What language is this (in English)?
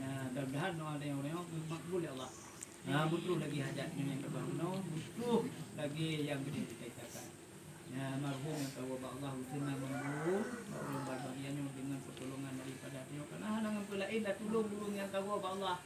Achinese